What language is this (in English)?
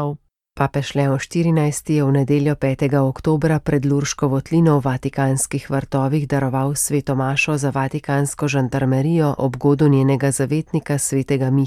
Slovenian